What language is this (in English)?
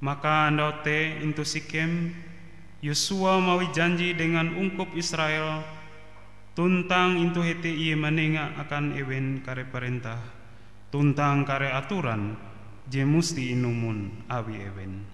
Ngaju